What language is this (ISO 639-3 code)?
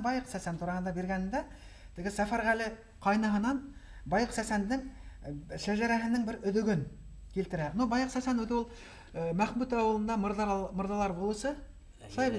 bak